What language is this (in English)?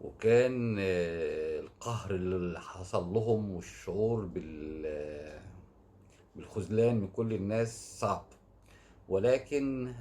Egyptian Arabic